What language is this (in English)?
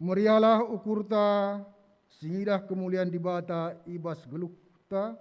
Batak Karo